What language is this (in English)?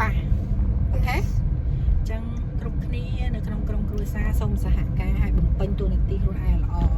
Khmer